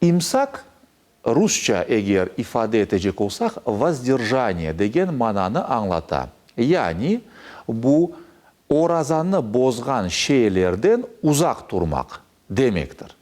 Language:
Crimean Tatar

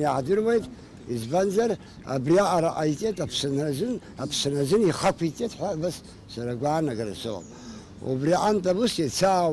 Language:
Abkhazian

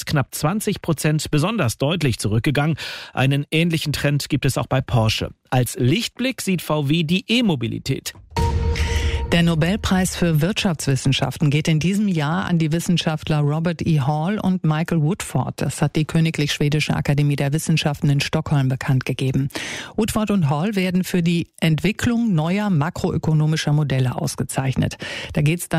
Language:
German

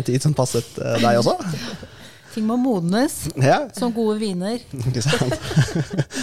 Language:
Norwegian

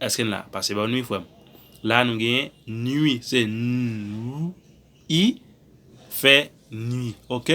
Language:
Haitian Creole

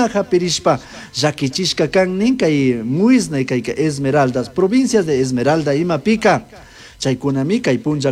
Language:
Chimborazo Highland Quichua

